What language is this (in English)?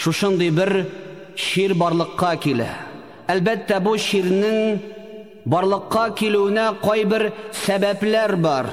Tatar